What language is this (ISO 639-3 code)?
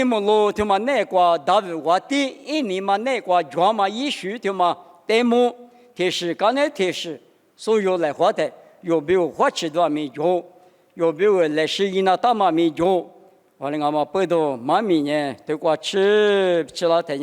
lis